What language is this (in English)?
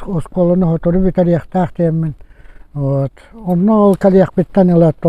Yakut